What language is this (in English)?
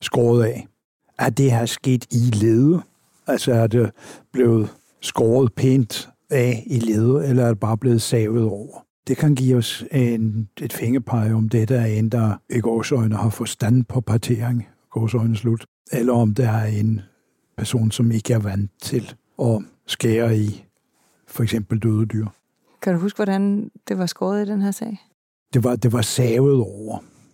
Danish